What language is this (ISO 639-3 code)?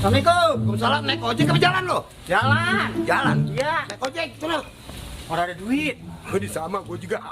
bew